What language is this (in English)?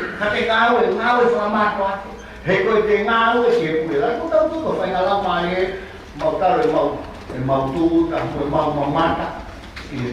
Tongan